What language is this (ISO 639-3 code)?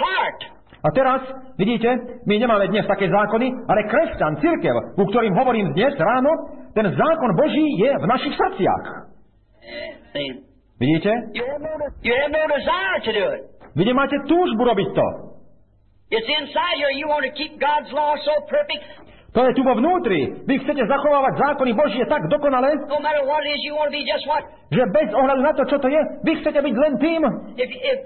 slk